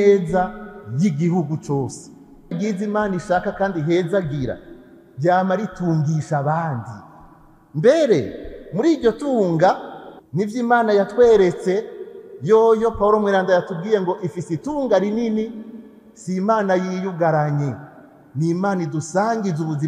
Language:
Rundi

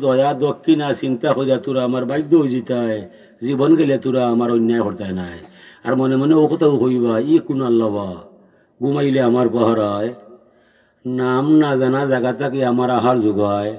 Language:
Sylheti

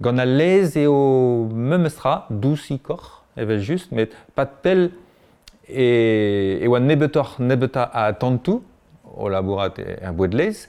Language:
Breton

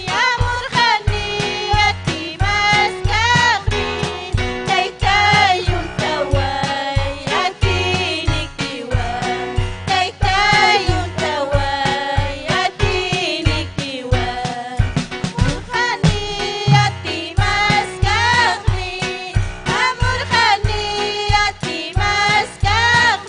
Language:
Ayacucho Quechua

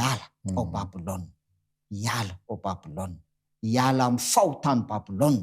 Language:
Malagasy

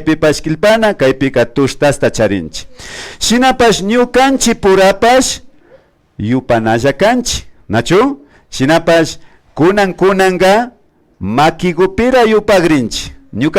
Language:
Imbabura Highland Quichua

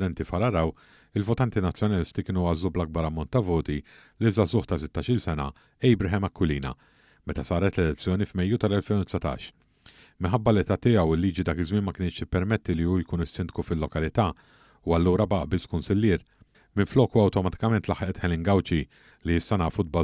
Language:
Maltese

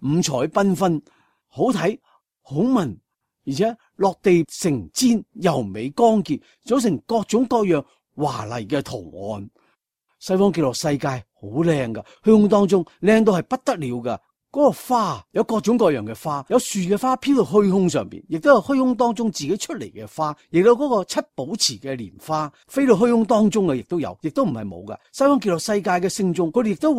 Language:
Cantonese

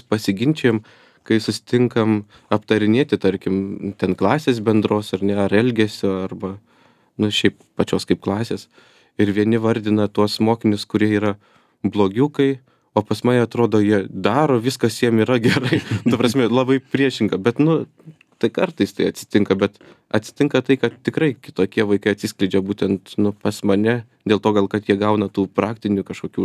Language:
Lithuanian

